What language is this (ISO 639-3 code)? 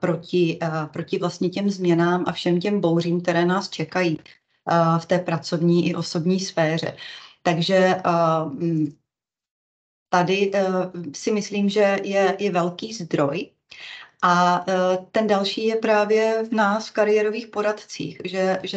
ces